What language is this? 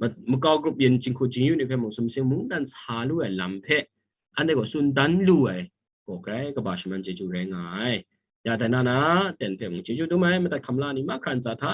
Kachin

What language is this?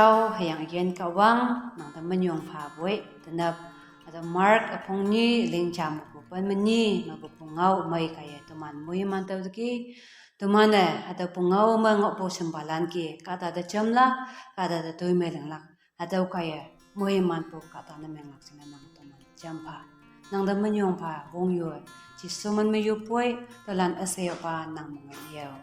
Konyak Naga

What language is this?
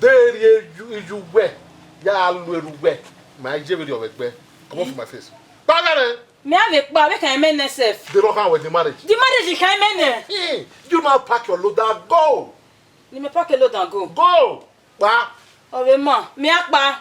Bini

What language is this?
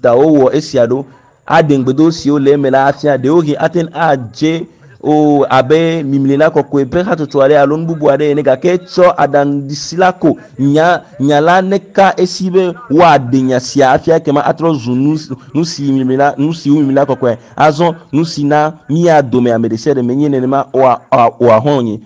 Ewe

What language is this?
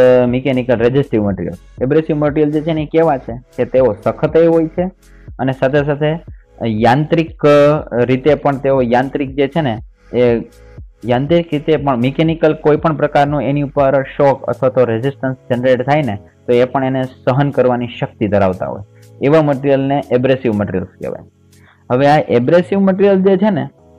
Gujarati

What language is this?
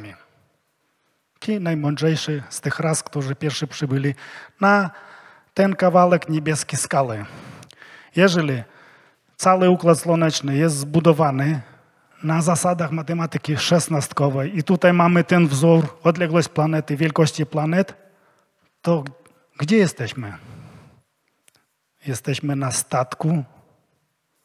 Polish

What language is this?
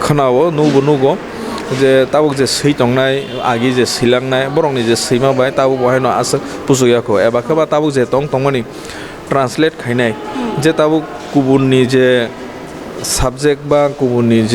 Kok Borok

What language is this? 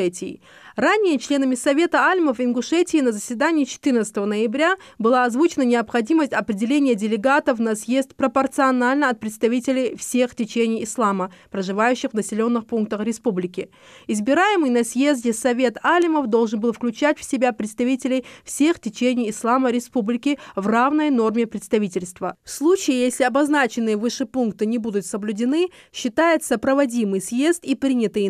Ingush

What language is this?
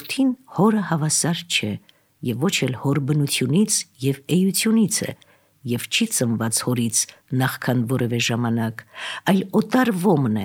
Armenian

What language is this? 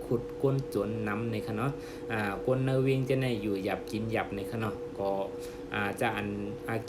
Shan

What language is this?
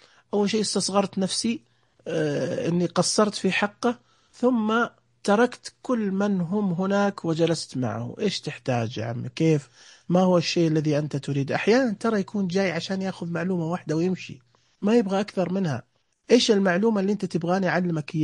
Najdi Arabic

